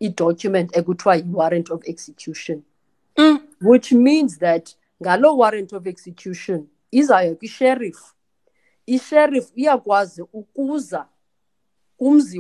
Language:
Xhosa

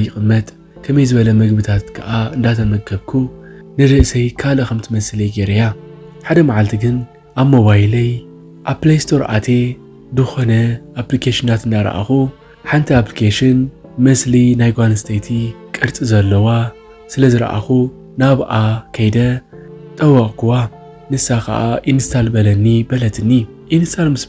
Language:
Tigrinya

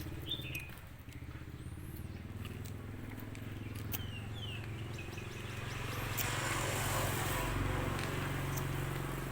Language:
Northeastern Thai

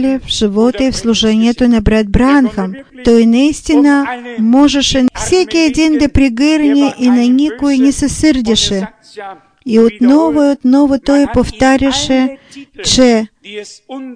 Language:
Bulgarian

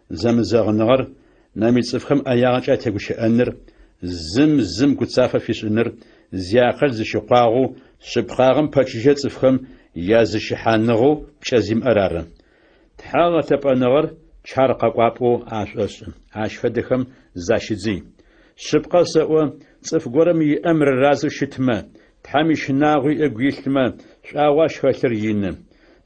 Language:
Adyghe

